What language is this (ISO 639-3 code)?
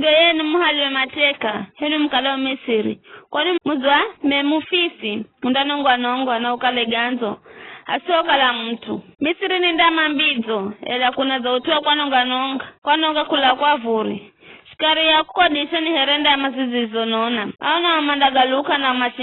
nyf